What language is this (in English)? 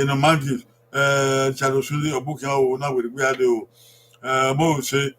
Bini